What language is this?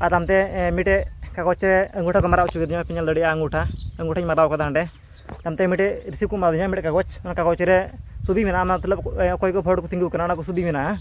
Santali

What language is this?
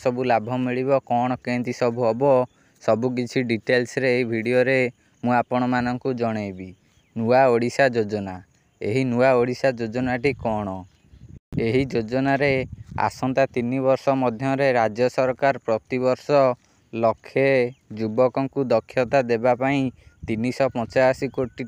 Odia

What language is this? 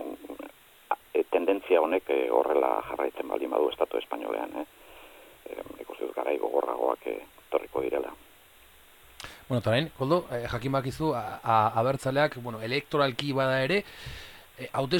Basque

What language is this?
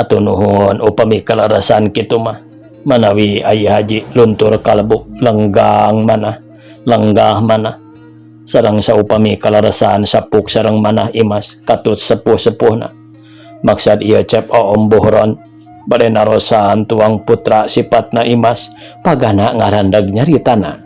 Sundanese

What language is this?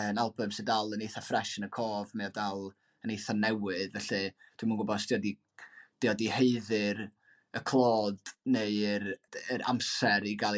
Welsh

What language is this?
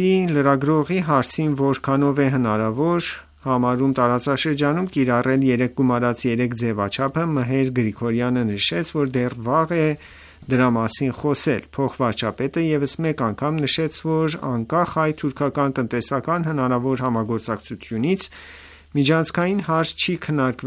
Armenian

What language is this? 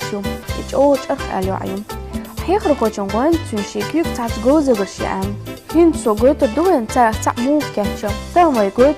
Chechen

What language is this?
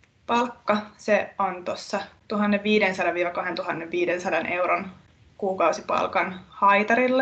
Finnish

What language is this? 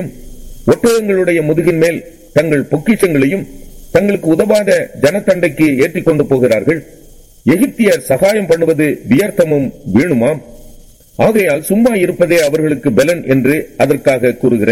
Tamil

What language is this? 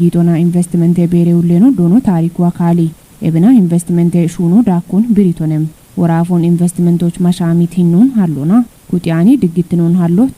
Kafa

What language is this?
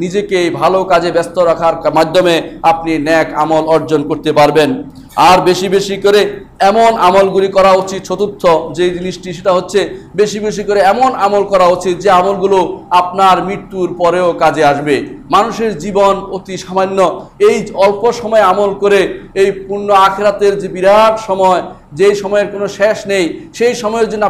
Bangla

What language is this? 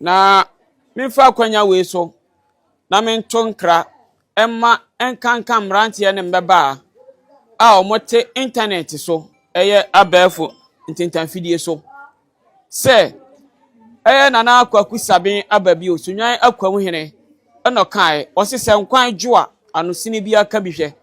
Akan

